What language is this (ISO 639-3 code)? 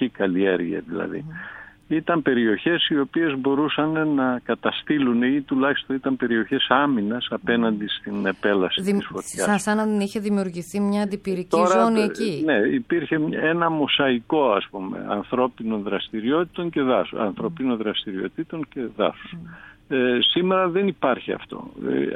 ell